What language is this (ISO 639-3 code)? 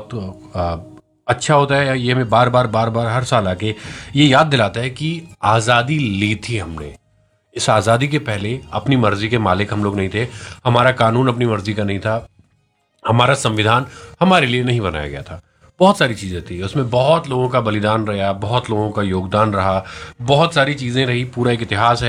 hin